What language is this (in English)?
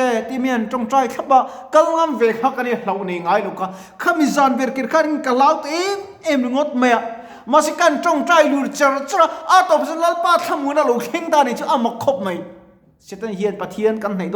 Mizo